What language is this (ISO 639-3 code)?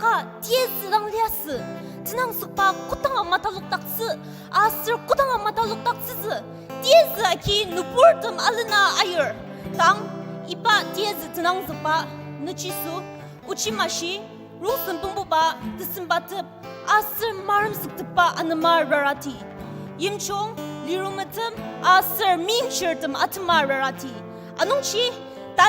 njo